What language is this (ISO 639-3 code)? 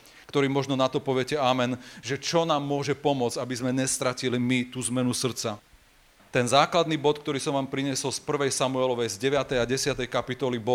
slk